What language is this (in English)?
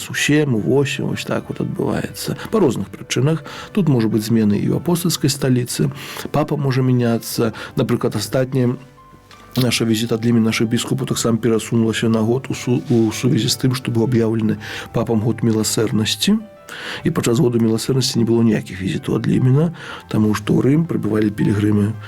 Belarusian